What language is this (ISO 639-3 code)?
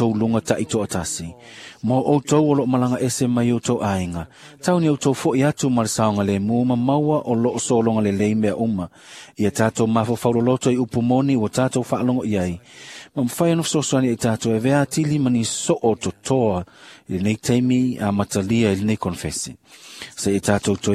smo